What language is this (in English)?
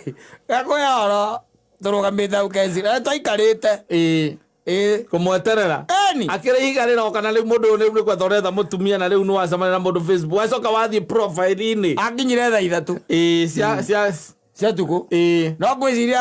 Kikuyu